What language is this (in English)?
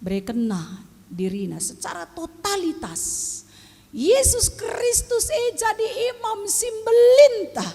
Batak Karo